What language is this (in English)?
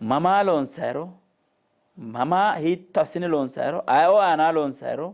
Sidamo